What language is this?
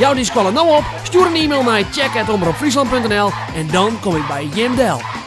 Western Frisian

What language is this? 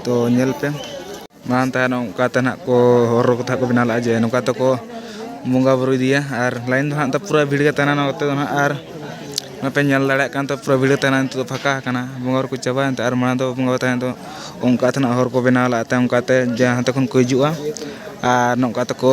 Santali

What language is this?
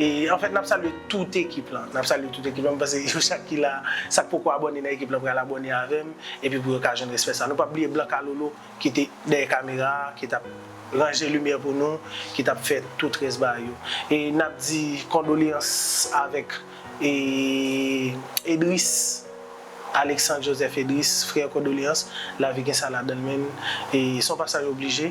Haitian Creole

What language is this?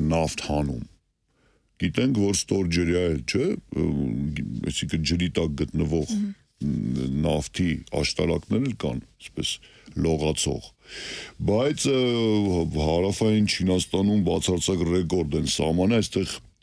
Armenian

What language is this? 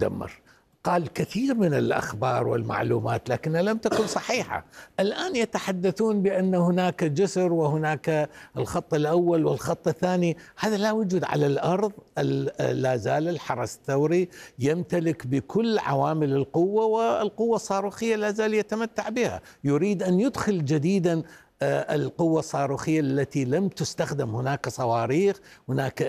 Arabic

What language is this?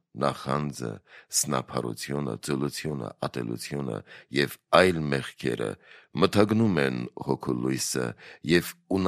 Armenian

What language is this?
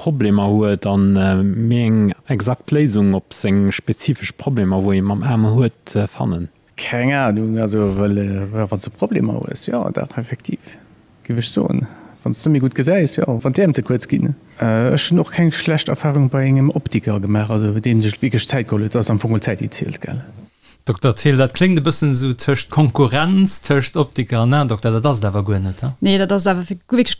Luxembourgish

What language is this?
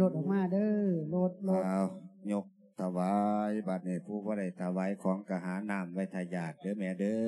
Lao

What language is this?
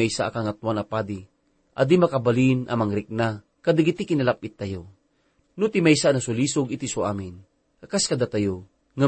Iloko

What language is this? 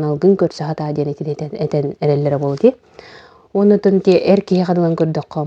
Yakut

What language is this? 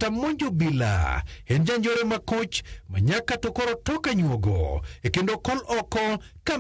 Luo (Kenya and Tanzania)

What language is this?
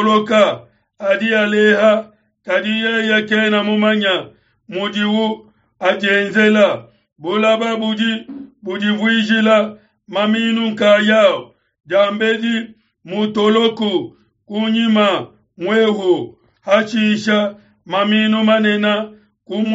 Luba-Lulua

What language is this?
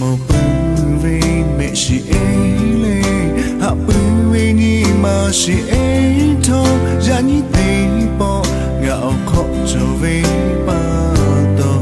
Lahu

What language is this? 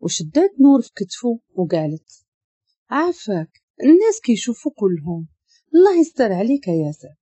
Moroccan Arabic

